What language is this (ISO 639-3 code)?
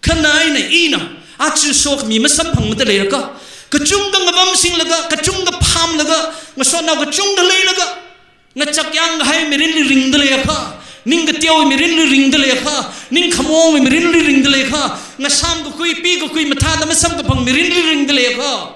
nmf